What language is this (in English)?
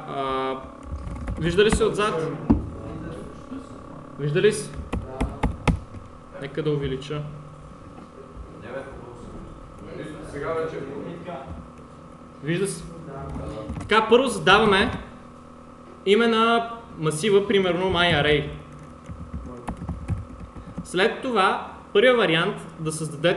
Bulgarian